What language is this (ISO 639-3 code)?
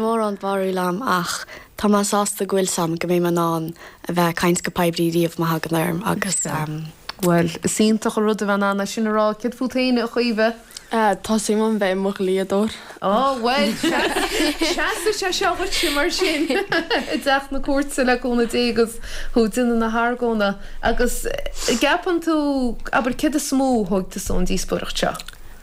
gle